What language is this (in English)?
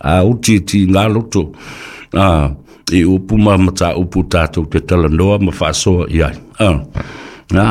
Samoan